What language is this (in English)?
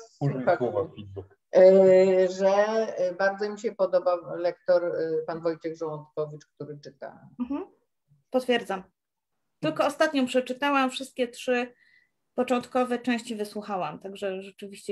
Polish